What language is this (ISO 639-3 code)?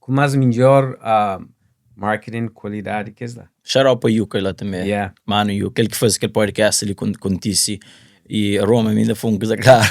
kea